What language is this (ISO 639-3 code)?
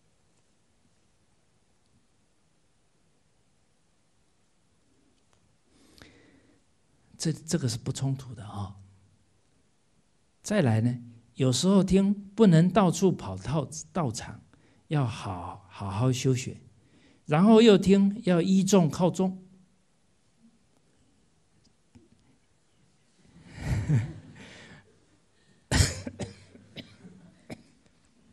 zho